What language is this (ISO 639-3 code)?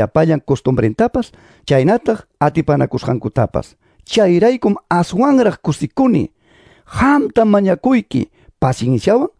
quy